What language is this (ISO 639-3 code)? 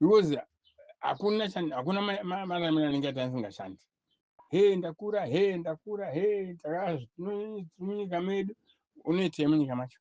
sna